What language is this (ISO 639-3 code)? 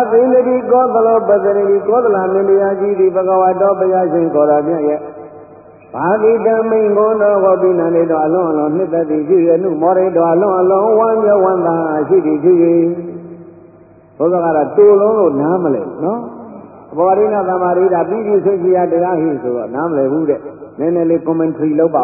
mya